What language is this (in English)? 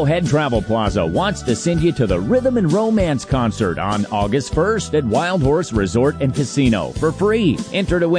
English